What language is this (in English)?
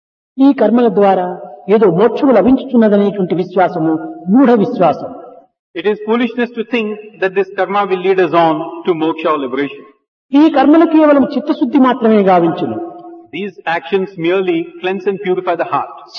Telugu